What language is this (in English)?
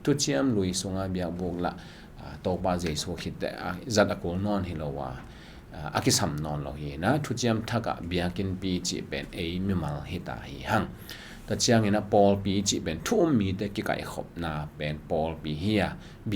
Tedim Chin